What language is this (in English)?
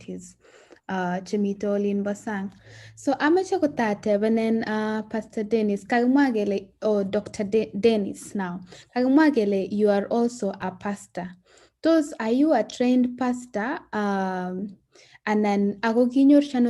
Kalenjin